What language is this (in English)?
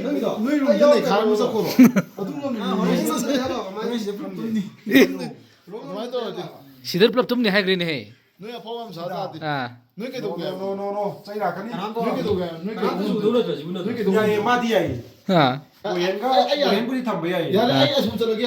Manipuri